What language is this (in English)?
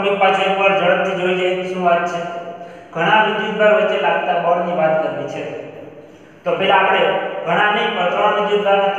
Gujarati